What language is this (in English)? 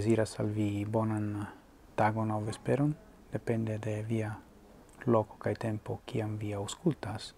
Esperanto